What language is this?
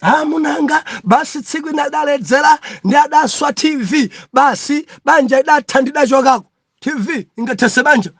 Nyanja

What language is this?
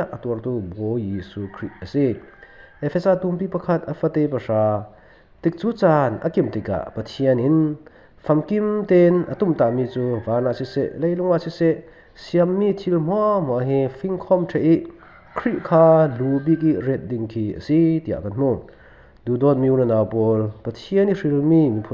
Falam Chin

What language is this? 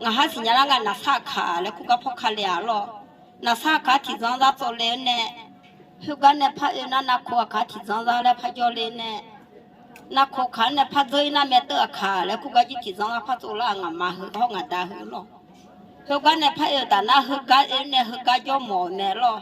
Akha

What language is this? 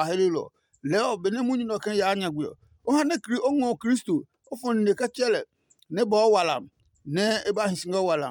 Adangme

